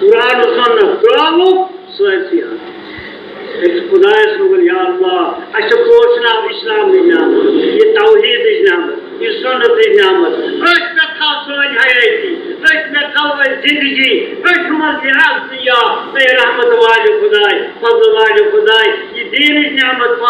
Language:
Kashmiri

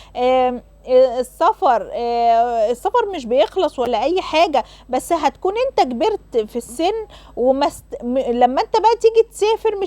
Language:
Egyptian Arabic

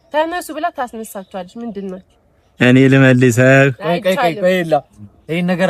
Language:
Amharic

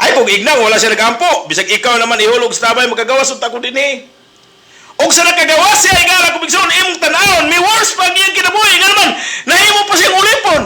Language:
Cebuano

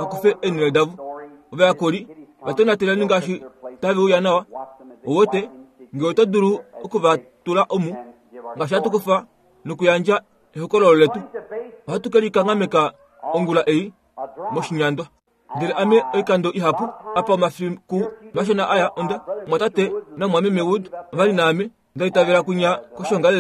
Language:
Kuanyama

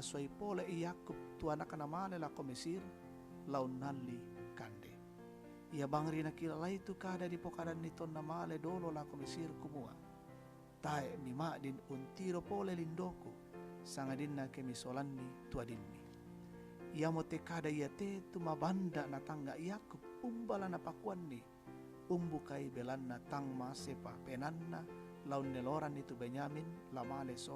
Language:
Toraja-Sa'dan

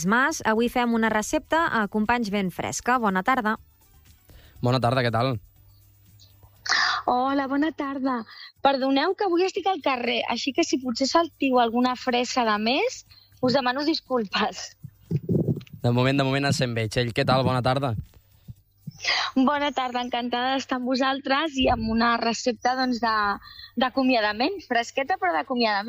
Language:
Catalan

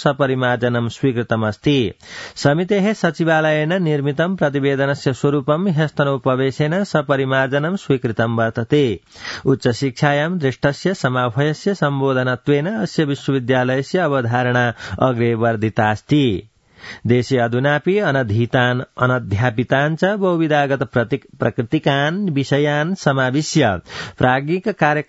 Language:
Sanskrit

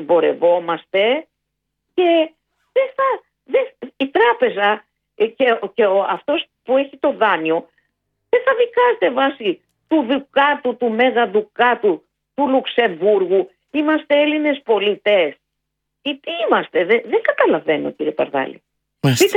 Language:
Greek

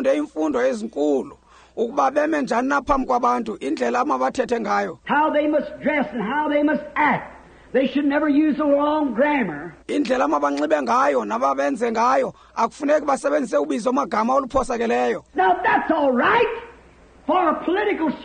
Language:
Xhosa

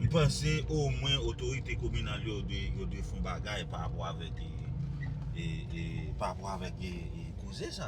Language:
Haitian Creole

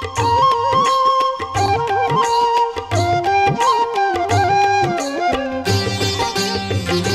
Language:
Telugu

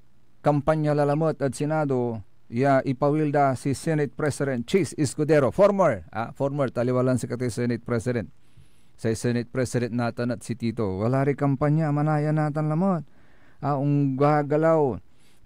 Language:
Pangasinan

